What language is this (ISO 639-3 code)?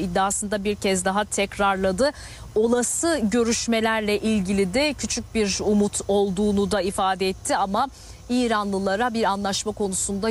tur